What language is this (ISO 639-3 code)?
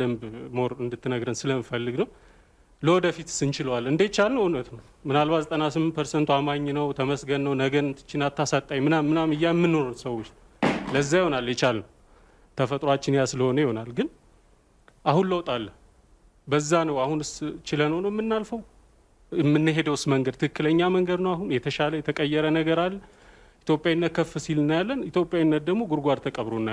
amh